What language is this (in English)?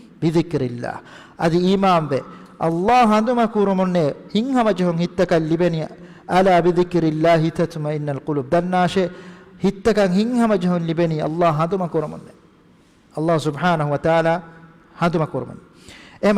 Divehi